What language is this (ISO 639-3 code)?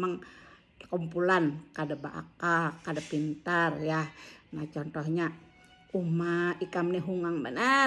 bjn